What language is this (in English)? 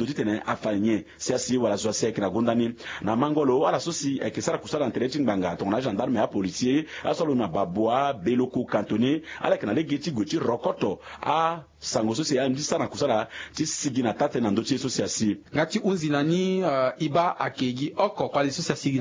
Sango